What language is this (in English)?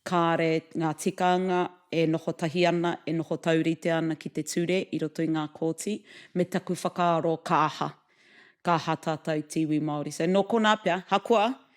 Māori